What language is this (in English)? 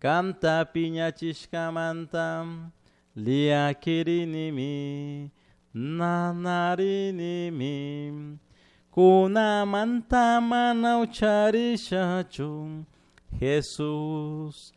Chimborazo Highland Quichua